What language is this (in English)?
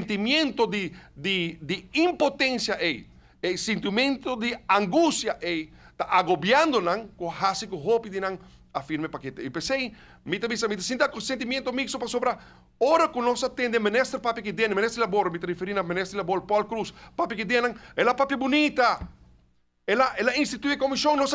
Papiamento